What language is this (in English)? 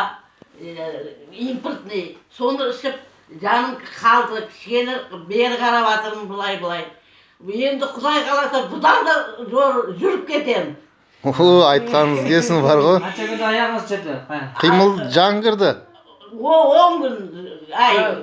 Kazakh